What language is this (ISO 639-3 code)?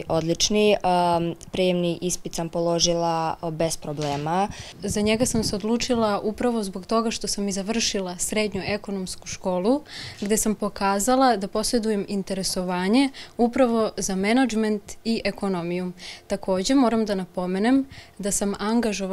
srp